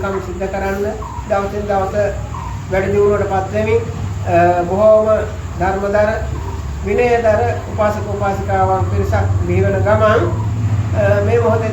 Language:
Sinhala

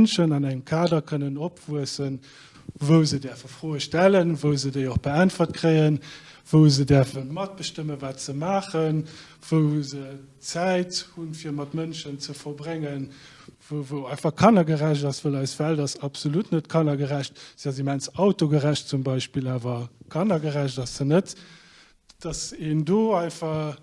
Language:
Luxembourgish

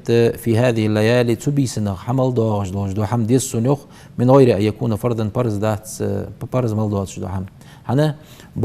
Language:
Ingush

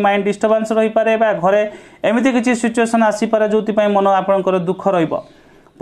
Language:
Odia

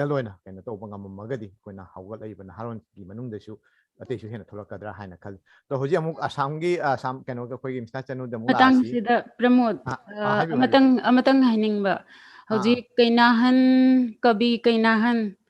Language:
Manipuri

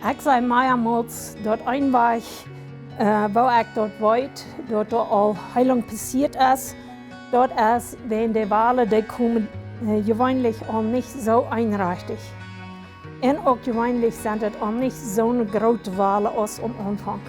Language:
Plautdietsch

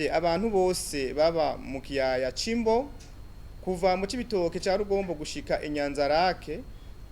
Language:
Rundi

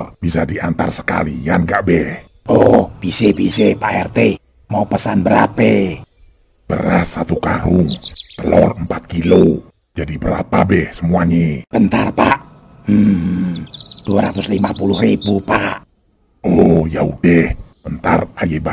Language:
Betawi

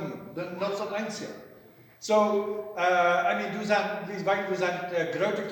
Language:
Plautdietsch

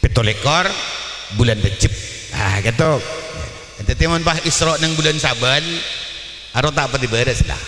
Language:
Madurese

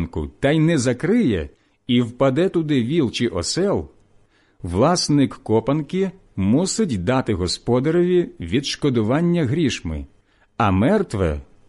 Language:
Ukrainian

